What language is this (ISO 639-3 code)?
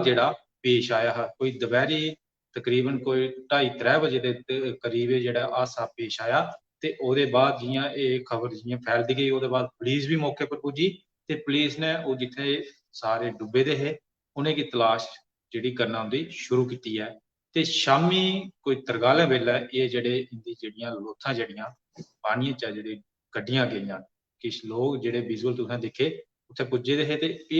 doi